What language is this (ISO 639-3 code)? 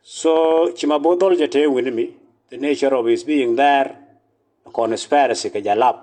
nus